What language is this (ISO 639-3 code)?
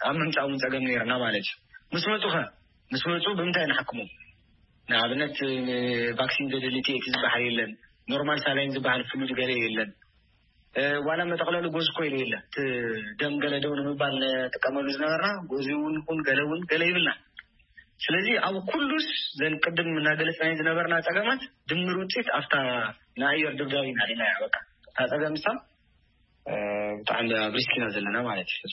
tir